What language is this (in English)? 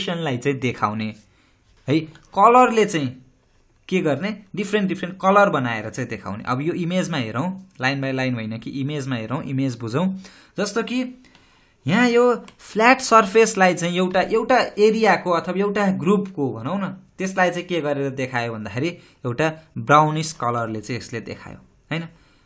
Nepali